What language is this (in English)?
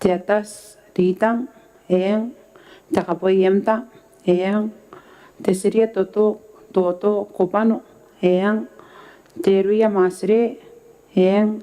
Gilbertese